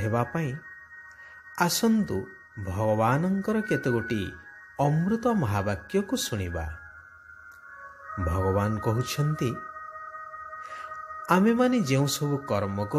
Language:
Odia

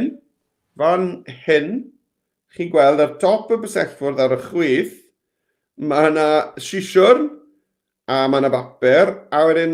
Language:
Welsh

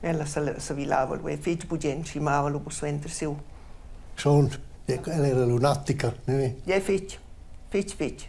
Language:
Romansh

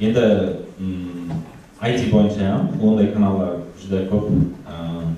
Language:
Kara-Kalpak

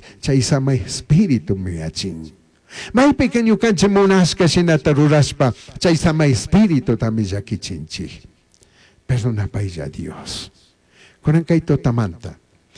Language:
Chimborazo Highland Quichua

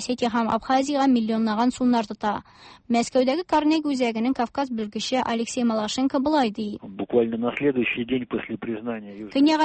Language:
Tatar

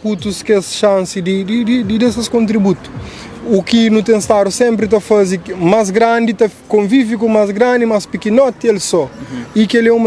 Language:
Kabuverdianu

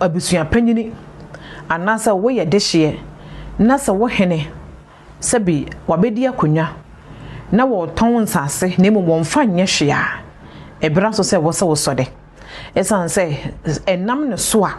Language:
Akan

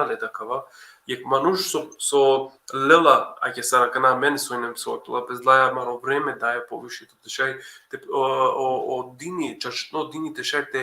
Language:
Balkan Romani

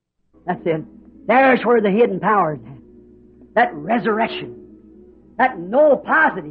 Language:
Bemba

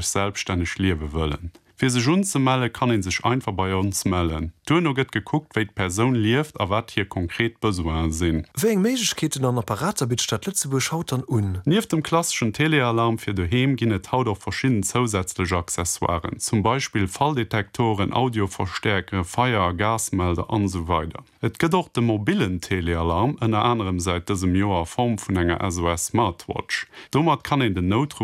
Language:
Luxembourgish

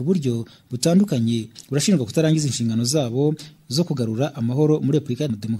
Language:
Kinyarwanda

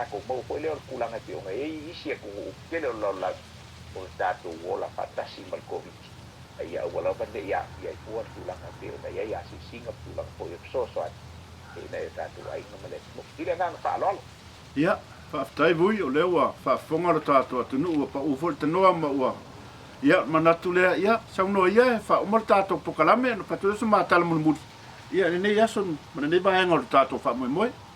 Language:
Samoan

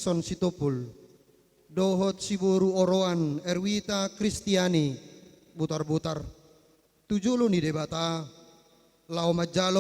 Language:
Batak Toba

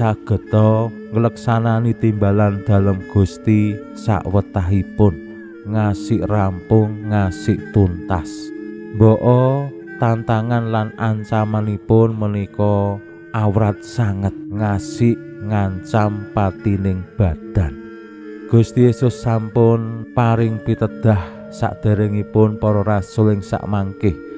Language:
Javanese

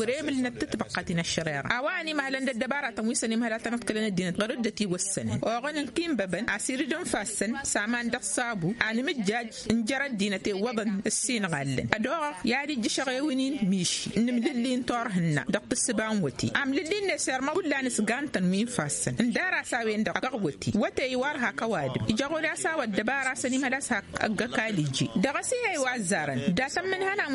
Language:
Tamasheq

